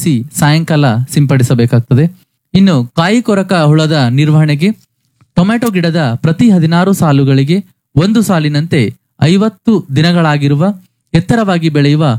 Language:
Kannada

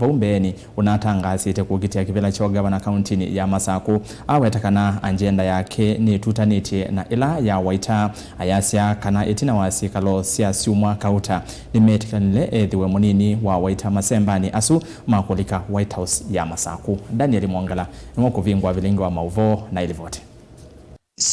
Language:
Kamba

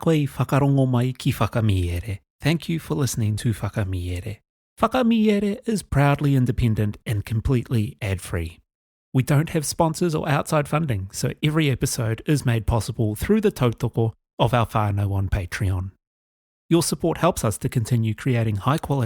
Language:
Māori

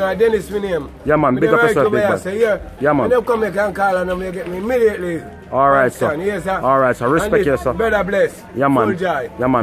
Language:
Jamaican Creole English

